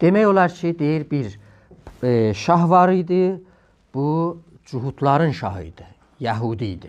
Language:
South Azerbaijani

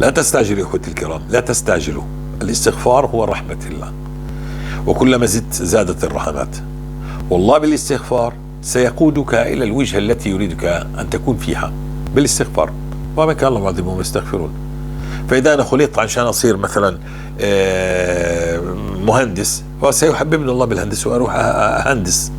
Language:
North Levantine Arabic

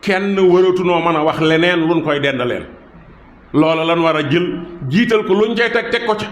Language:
Wolof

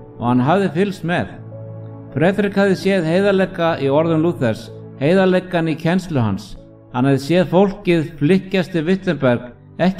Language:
Icelandic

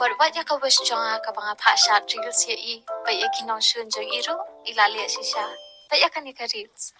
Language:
Khasi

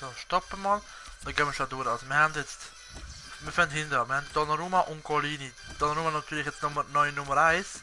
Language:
Swiss German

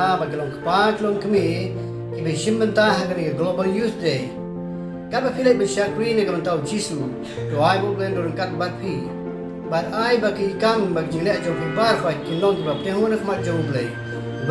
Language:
Khasi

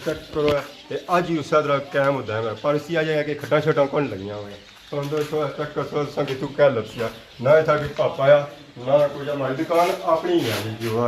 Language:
Pahari-Potwari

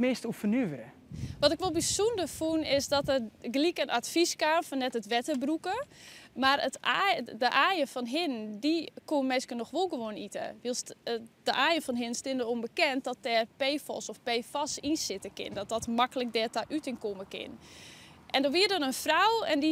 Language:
Western Frisian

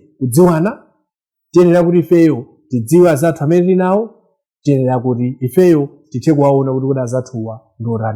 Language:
Nyanja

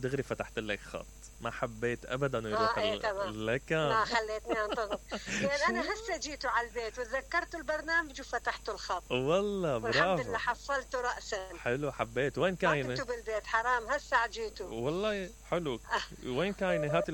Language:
Mesopotamian Arabic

